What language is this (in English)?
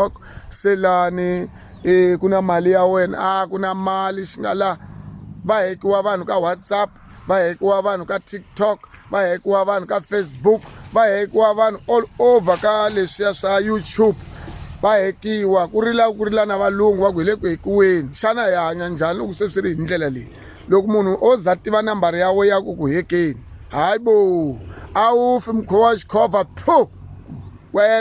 Tsonga